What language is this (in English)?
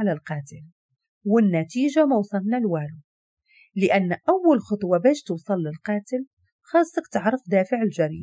Moroccan Arabic